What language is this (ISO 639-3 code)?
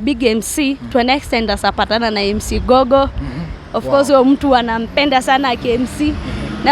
mas